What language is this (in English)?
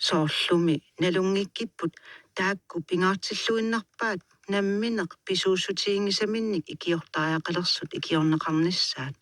Kalaallisut